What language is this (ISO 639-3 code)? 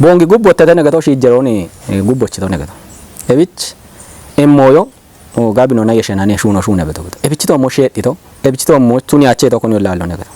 kbr